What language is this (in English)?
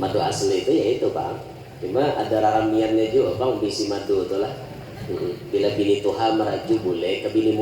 Banjar